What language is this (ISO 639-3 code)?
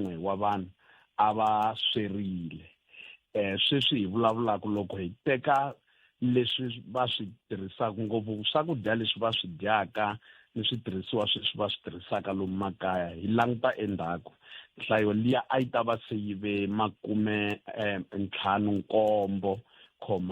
tso